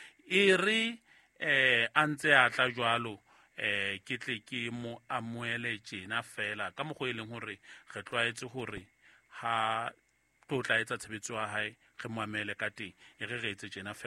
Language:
Southern Sotho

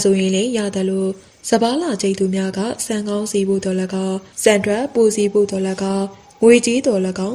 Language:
Burmese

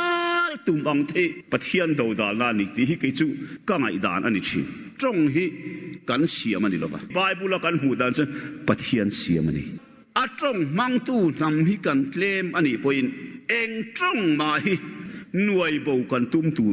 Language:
Mizo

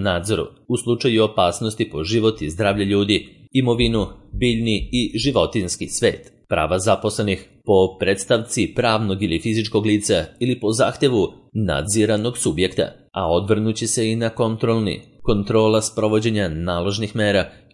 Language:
Serbian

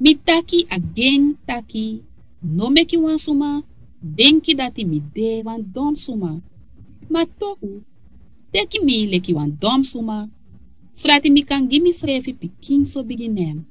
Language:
Sranan Tongo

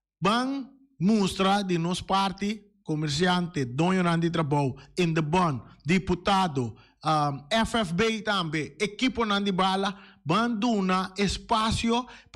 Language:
Papiamento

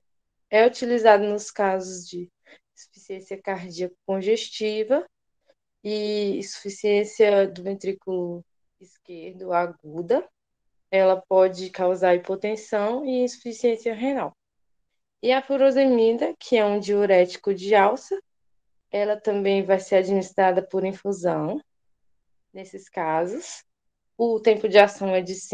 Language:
Portuguese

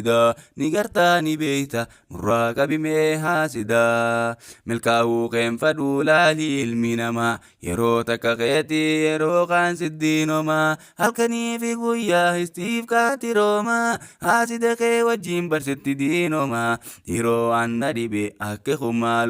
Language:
Oromo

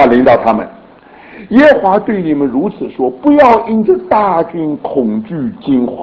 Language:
Chinese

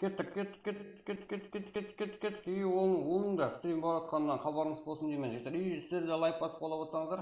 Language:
Kara-Kalpak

